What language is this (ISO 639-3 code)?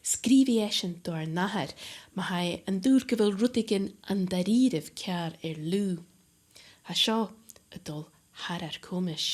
gla